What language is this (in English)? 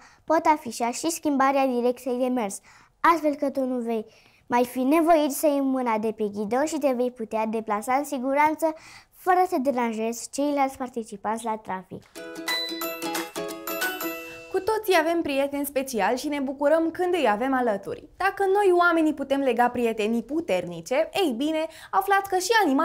Romanian